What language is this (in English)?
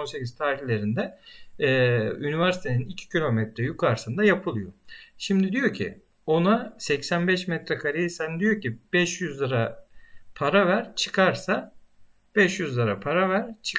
Turkish